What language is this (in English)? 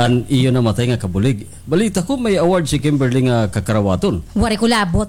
Waray